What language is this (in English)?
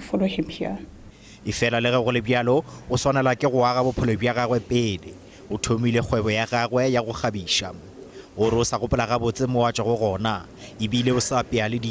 Northern Sotho